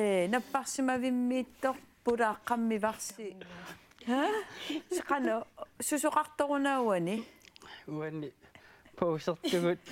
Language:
Kalaallisut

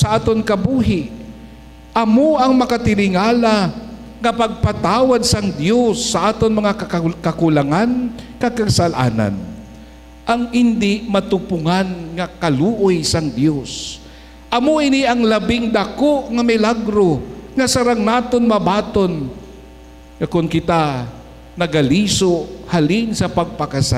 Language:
Hiligaynon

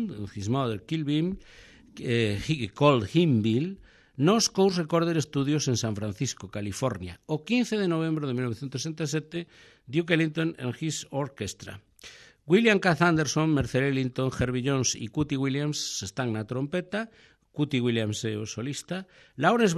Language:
Galician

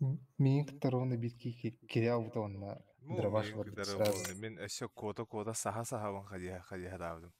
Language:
Yakut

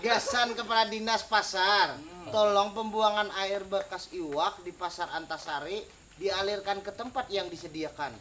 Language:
Banjar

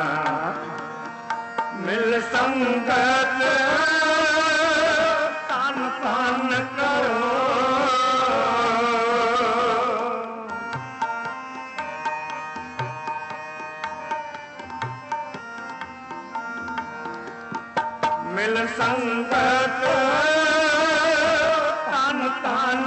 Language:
Punjabi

